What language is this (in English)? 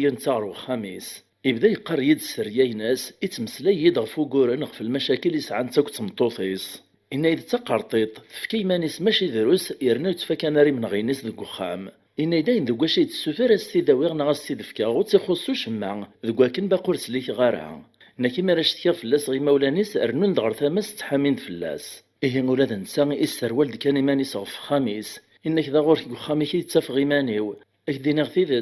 Kabyle